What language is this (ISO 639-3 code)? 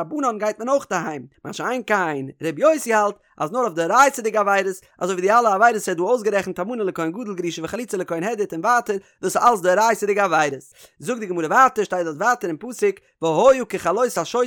yid